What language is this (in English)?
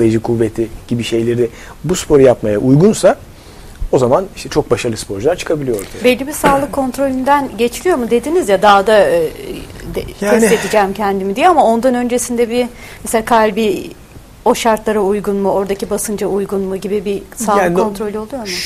Turkish